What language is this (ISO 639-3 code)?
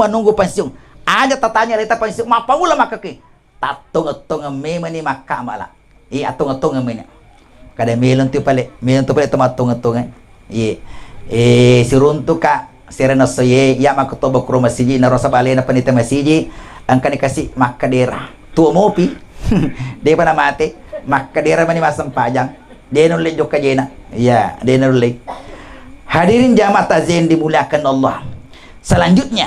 bug